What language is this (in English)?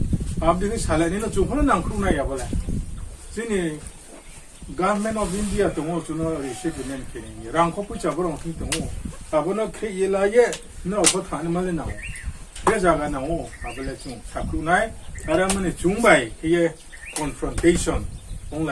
Riang (India)